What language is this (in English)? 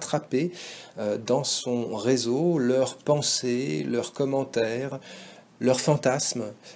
French